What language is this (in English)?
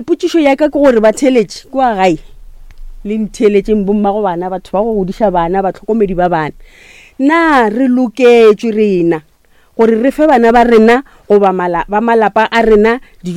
Northern Sotho